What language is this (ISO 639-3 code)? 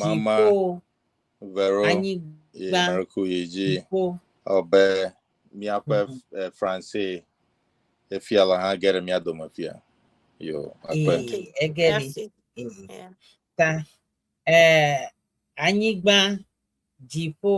ewe